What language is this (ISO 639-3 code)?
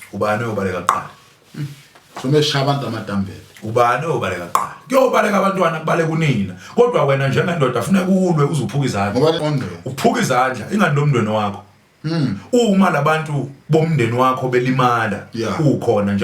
zul